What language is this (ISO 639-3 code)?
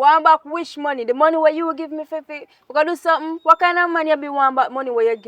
jam